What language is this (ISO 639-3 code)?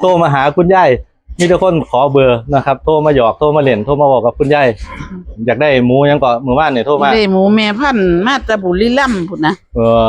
tts